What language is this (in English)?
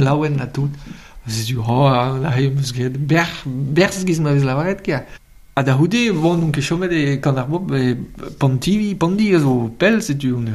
Breton